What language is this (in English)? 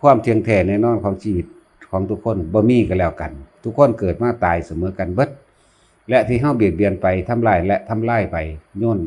Lao